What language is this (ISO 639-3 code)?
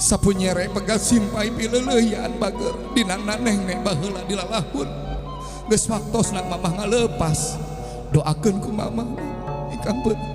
sun